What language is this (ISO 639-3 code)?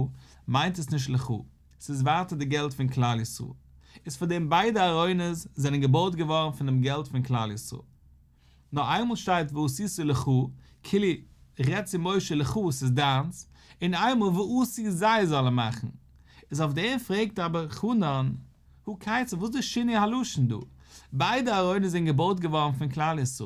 yid